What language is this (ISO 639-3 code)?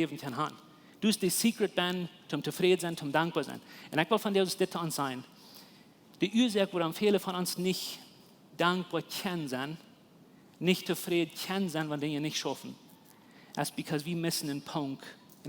pdt